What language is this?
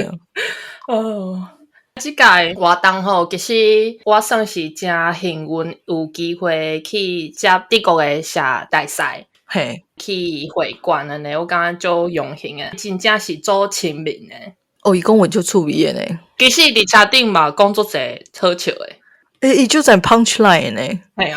Min Nan Chinese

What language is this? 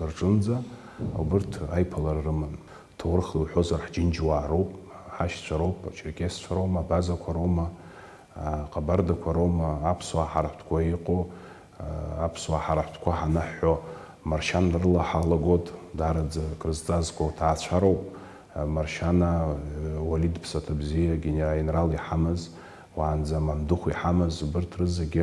Abkhazian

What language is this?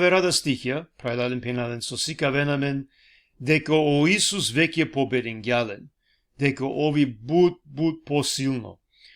Balkan Romani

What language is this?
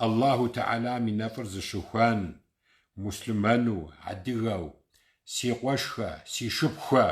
Kabardian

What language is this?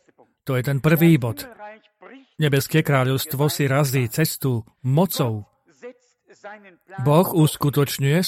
Slovak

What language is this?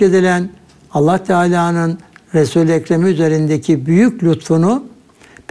Turkish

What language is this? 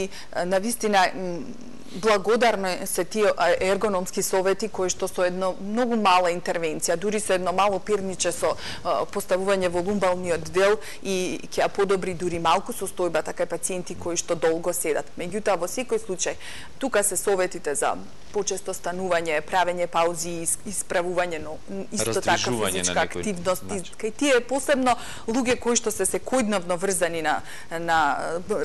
Macedonian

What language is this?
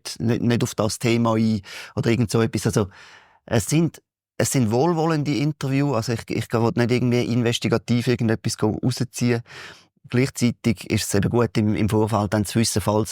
Swiss German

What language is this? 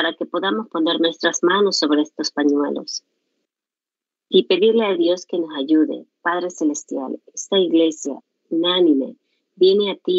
Spanish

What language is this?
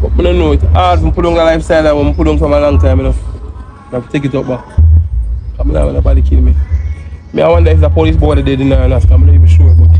Jamaican Creole English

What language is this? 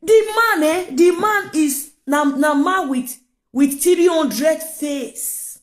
Nigerian Pidgin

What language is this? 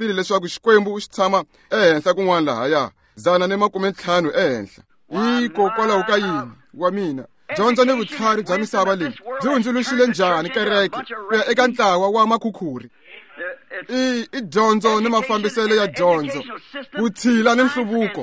Tsonga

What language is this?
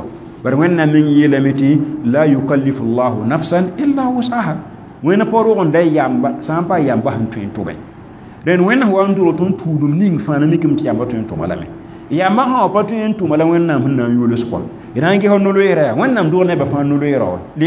Mossi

